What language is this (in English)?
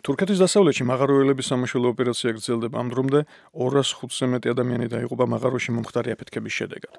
Georgian